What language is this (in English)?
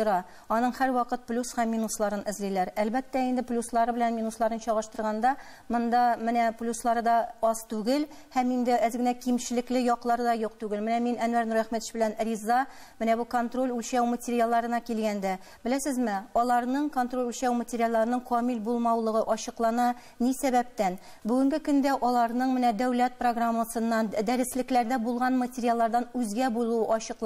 Tatar